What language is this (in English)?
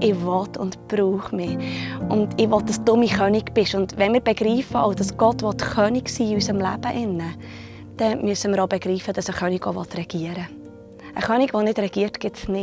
Swiss German